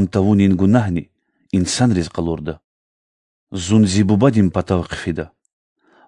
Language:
Lezghian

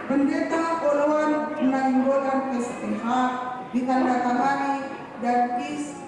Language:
Batak Toba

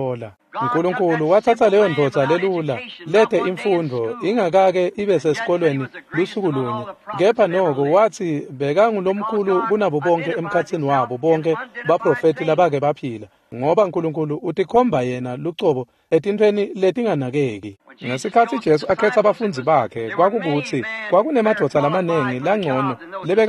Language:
Swati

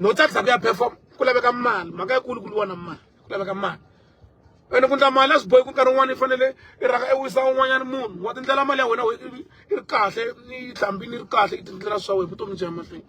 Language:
Tsonga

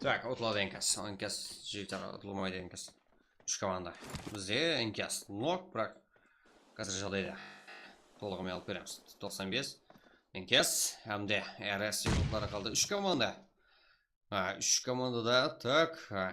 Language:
Kara-Kalpak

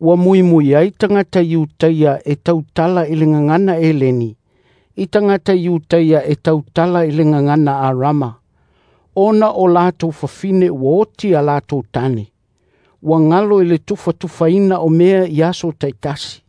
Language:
Samoan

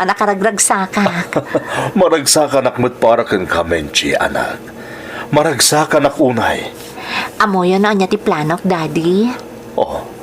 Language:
Iloko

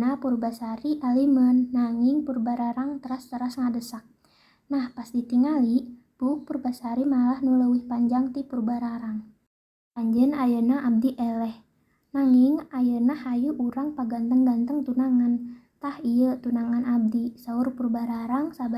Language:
Sundanese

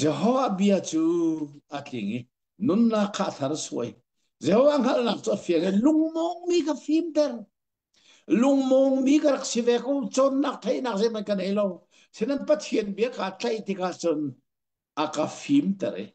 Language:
Hakha Chin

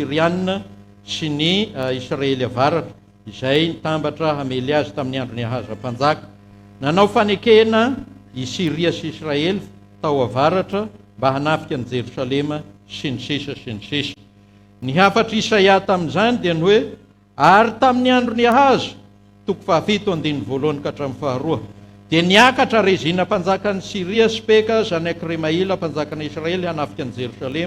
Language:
Malagasy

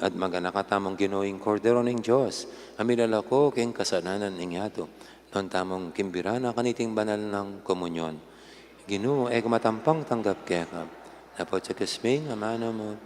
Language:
Pampanga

